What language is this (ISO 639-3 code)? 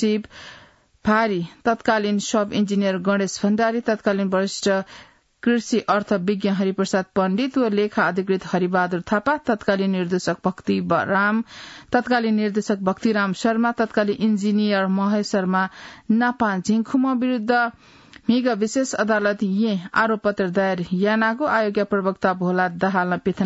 new